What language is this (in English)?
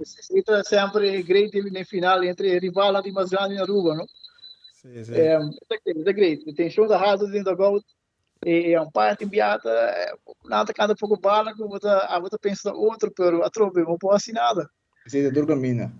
Papiamento